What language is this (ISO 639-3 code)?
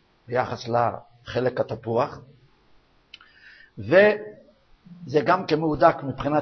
heb